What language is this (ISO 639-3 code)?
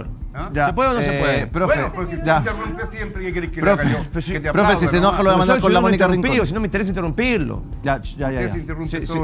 spa